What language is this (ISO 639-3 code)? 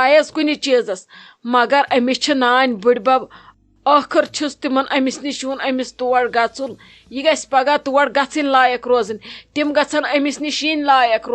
kas